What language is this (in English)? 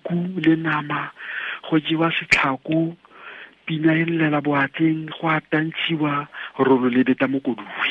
Tswana